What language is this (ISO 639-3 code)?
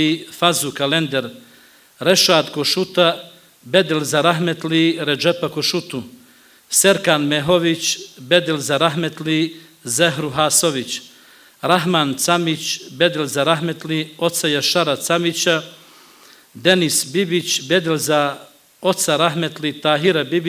bos